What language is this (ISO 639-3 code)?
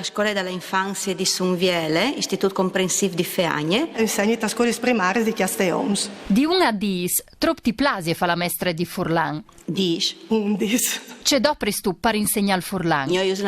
fur